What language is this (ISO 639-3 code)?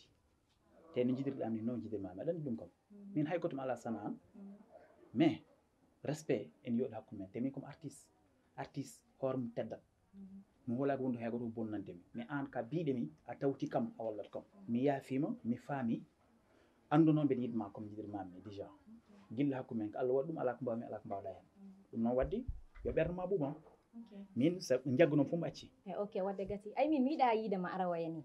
ful